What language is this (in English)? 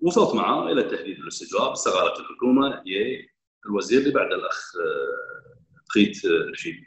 Gulf Arabic